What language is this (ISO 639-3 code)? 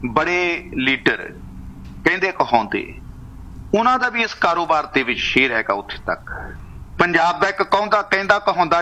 pan